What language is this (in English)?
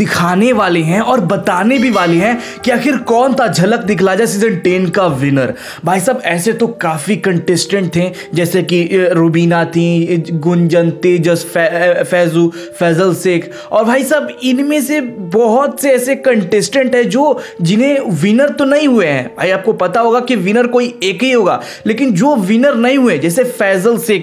Hindi